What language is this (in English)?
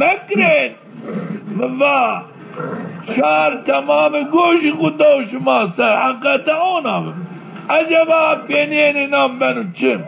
Zaza